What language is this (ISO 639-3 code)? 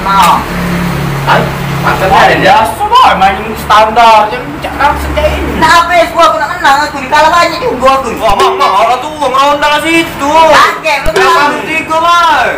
mui